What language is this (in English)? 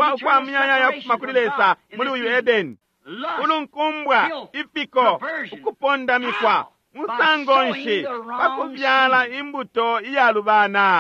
Bemba